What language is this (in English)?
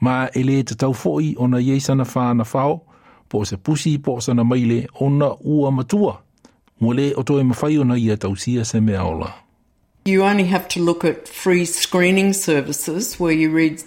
Samoan